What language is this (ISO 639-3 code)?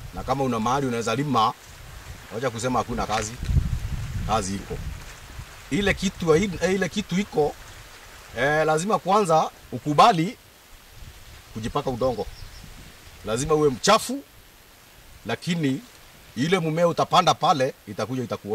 swa